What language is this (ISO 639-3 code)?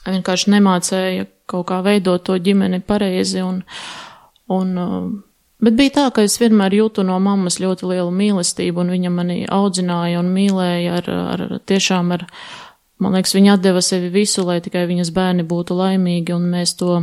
lav